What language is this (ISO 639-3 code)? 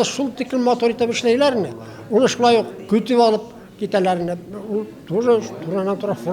bak